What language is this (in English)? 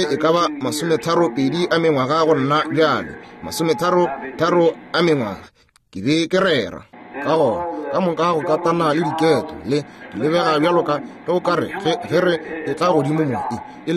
Northern Sotho